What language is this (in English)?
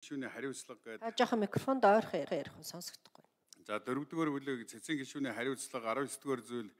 Mongolian